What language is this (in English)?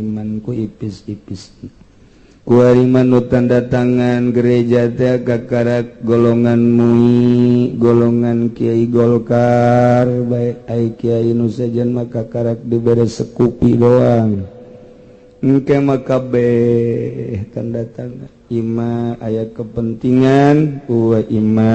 Sundanese